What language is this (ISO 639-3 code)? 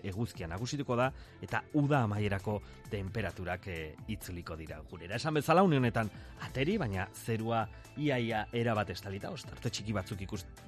eus